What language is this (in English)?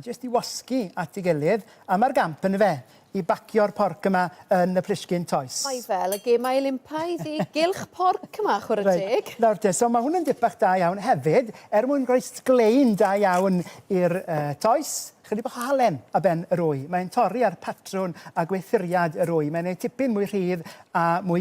Welsh